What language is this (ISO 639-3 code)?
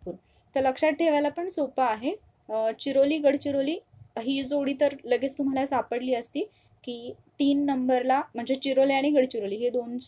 mar